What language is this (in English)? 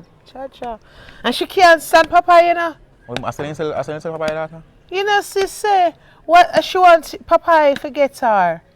Jamaican Creole English